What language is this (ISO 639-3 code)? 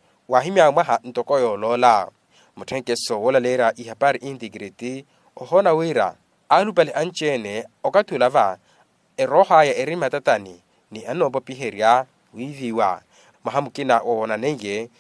vmw